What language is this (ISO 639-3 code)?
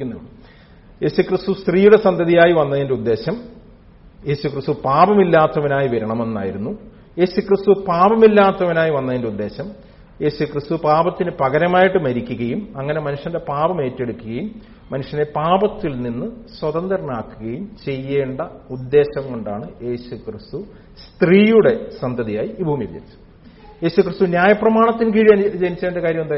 mal